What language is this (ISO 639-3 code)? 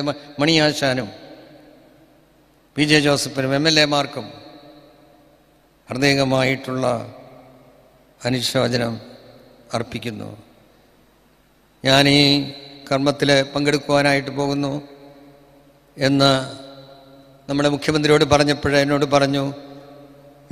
mal